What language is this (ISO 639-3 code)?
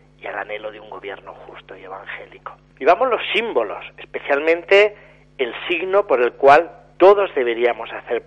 spa